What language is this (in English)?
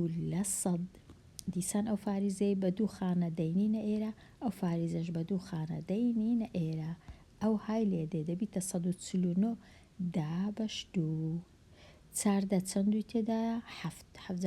Central Kurdish